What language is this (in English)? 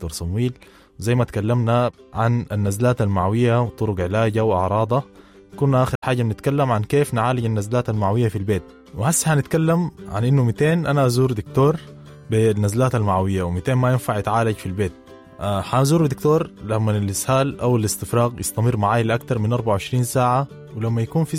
Sudanese Arabic